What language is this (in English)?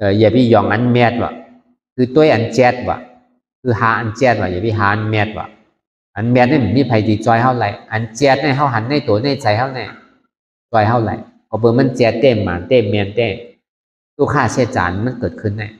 Shan